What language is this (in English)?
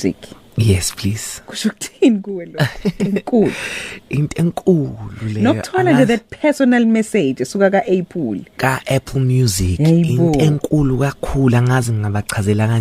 Zulu